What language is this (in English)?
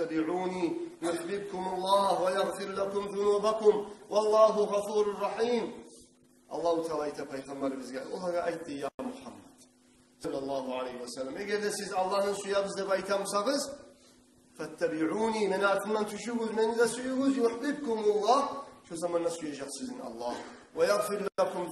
Kumyk